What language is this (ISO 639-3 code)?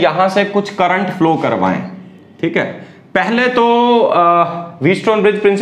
hin